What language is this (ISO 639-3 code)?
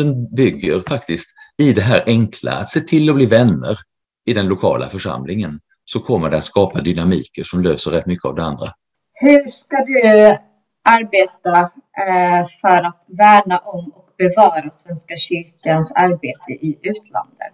swe